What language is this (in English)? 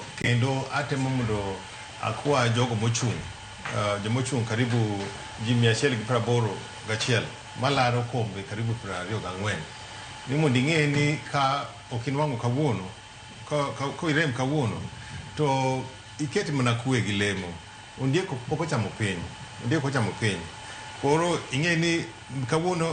Luo (Kenya and Tanzania)